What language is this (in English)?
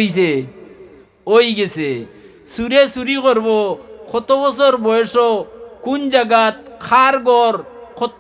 Sylheti